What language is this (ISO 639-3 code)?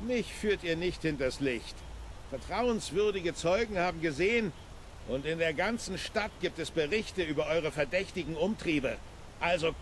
bar